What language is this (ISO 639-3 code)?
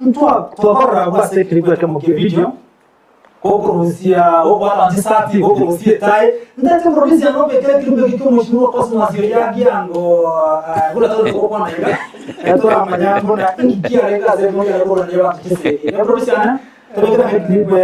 guz